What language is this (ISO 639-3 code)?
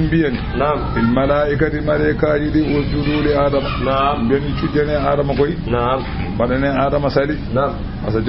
ful